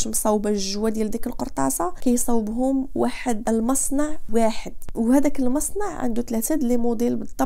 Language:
Moroccan Arabic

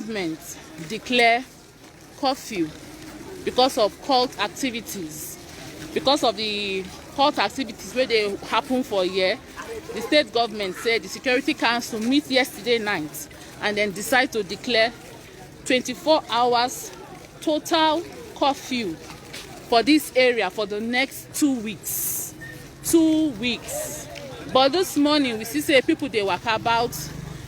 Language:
Nigerian Pidgin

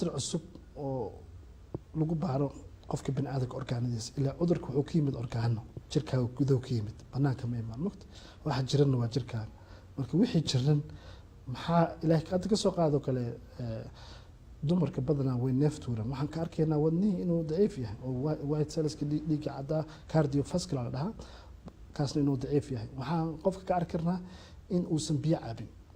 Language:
Somali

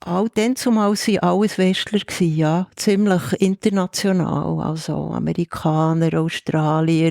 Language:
Swiss German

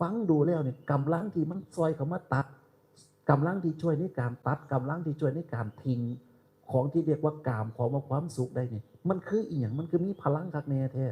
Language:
Northeastern Thai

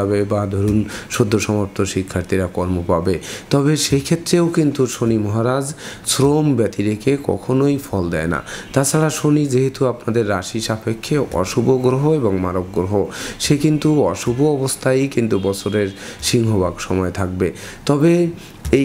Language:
Bangla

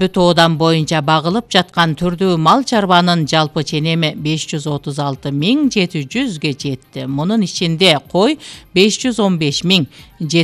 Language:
Kyrgyz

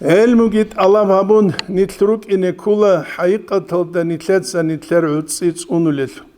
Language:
Avaric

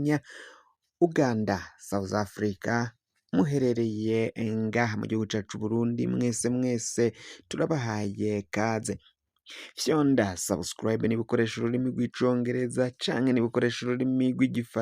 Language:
Rundi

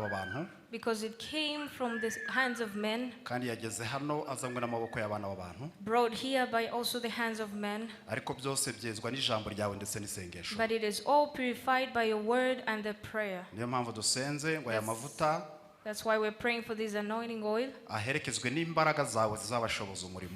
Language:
Kinyarwanda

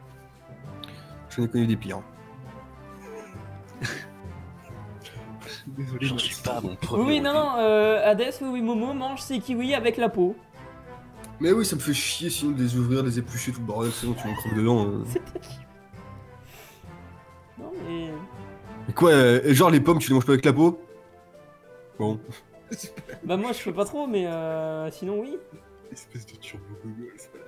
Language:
French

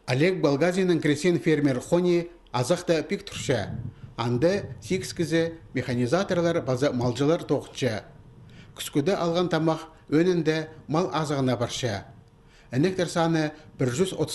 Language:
Khakas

